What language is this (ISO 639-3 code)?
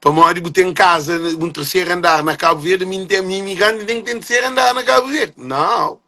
kea